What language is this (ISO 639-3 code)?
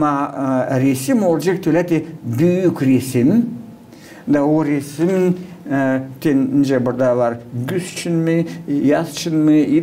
gag